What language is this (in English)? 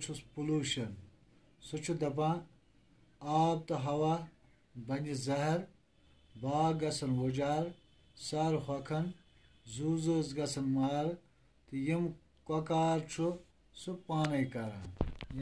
Kashmiri